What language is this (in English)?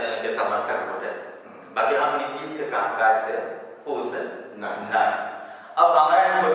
Magahi